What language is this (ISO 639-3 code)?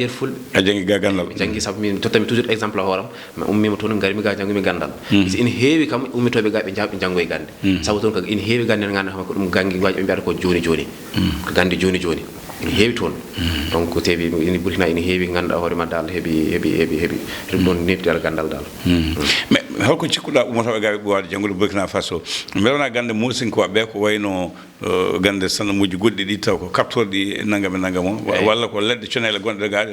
ful